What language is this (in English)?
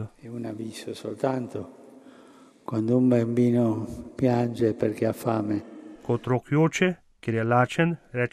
Slovenian